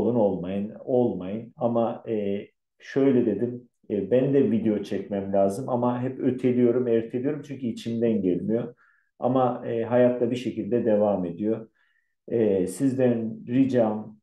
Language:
Turkish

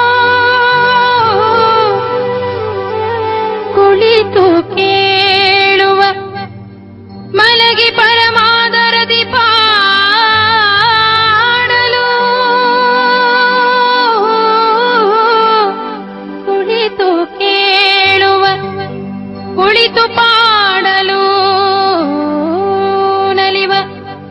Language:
Kannada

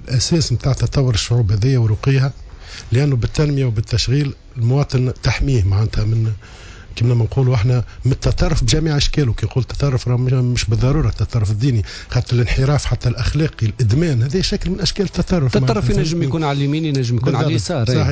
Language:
Tunisian Arabic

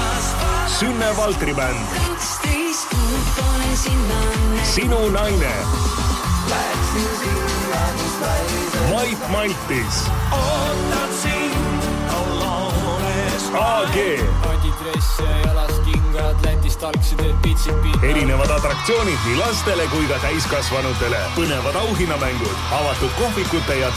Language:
Estonian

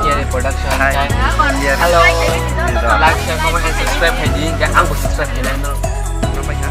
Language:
Kok Borok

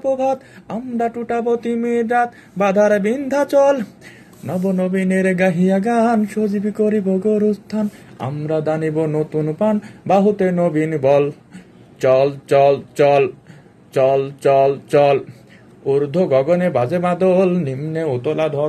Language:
Bangla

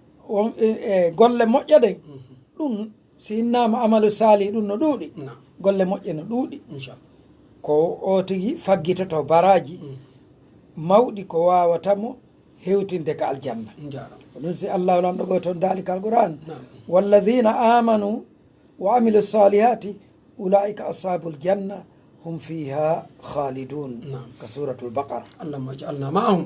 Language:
Pular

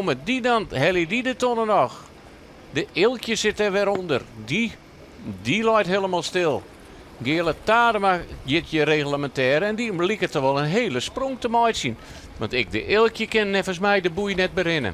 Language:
Western Frisian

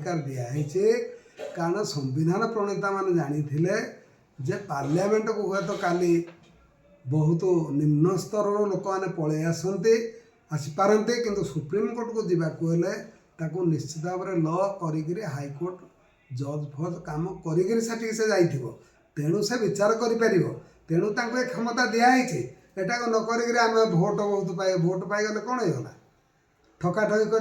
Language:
Odia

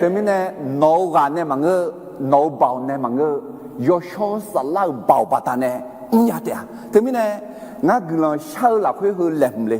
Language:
Akha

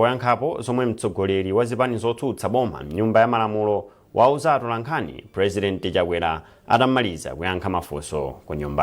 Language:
Nyanja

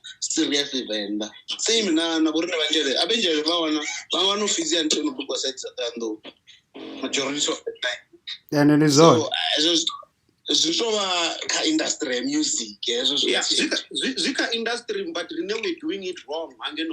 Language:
Venda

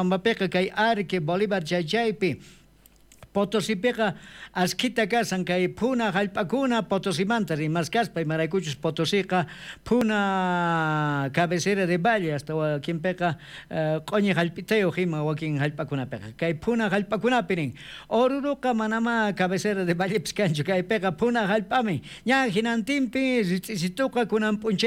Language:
South Bolivian Quechua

